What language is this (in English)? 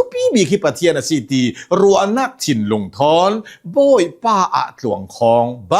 Hakha Chin